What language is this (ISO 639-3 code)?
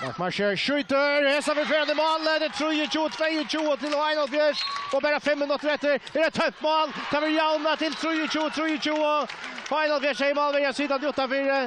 fao